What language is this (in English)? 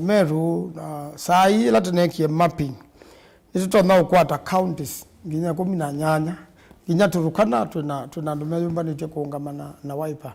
Kamba